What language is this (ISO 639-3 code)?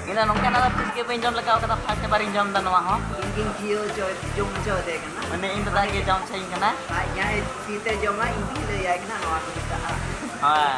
sat